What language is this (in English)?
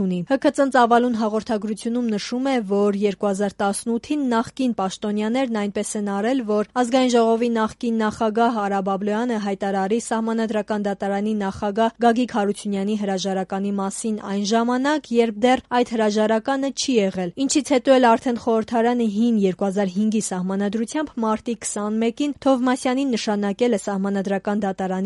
Armenian